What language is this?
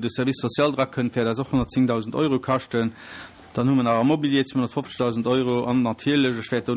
Luxembourgish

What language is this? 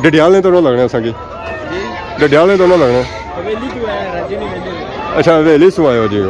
Pahari-Potwari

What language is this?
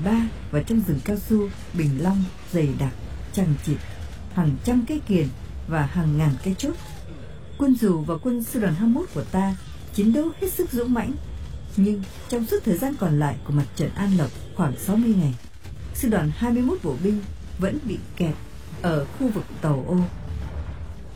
Vietnamese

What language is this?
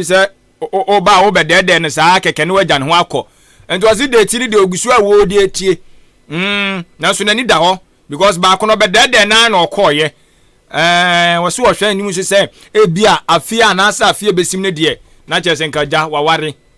Akan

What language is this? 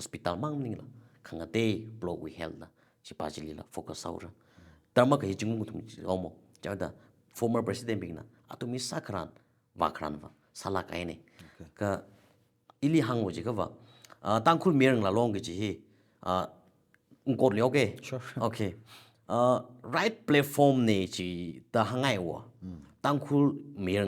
Tangkhul Naga (India)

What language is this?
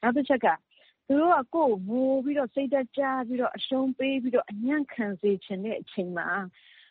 Burmese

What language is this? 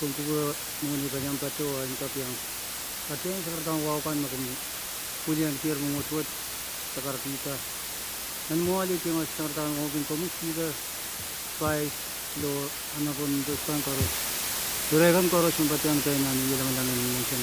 Pohnpeian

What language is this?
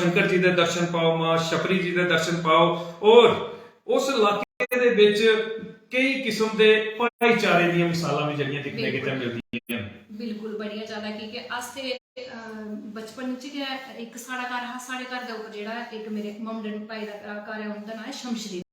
Dogri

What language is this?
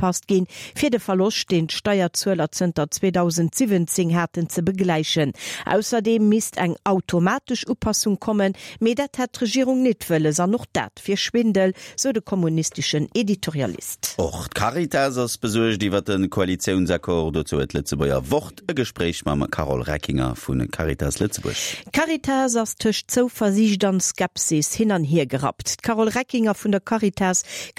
Luxembourgish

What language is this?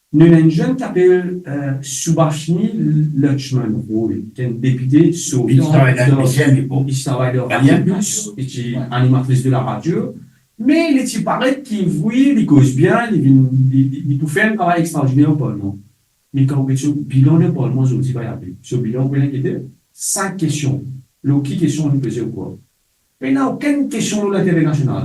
Morisyen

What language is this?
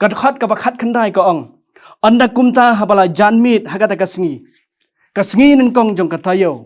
Khasi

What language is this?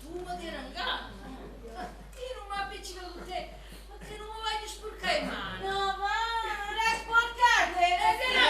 Neapolitan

